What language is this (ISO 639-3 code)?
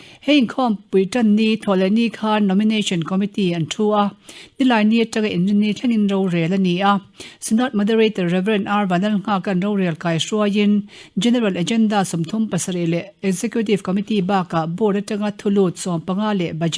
lus